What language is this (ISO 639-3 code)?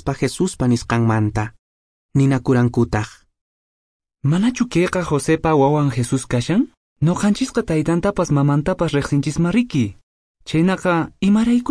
que